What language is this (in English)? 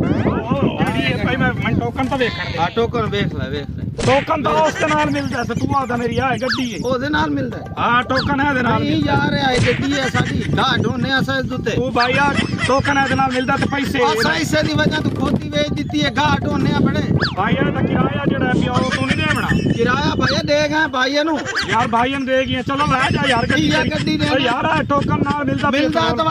Saraiki